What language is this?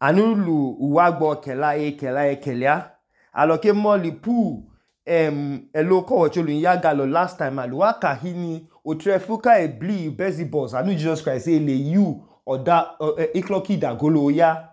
Idoma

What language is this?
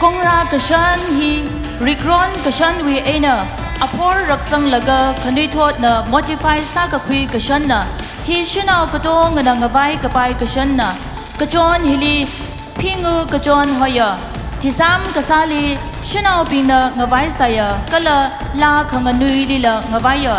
Tangkhul Naga (India)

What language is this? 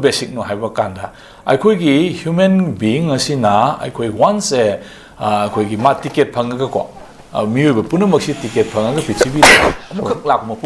Manipuri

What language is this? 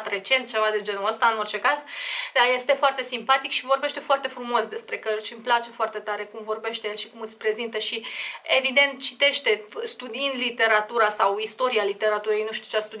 Romanian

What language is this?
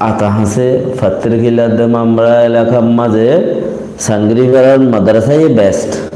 Rohingya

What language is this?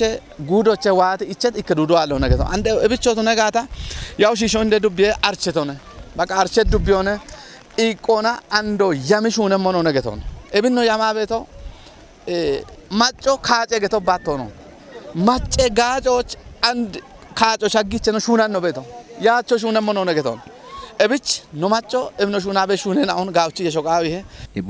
Kafa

